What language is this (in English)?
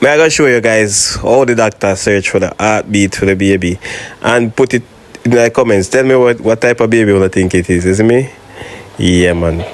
Jamaican Creole English